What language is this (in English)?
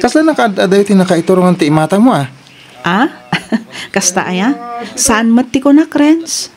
Iloko